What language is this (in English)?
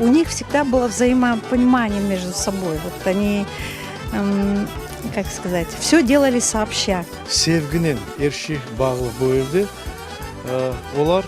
Crimean Tatar